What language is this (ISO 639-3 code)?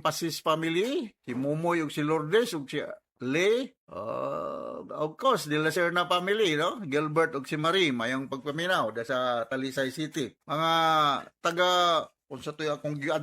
ceb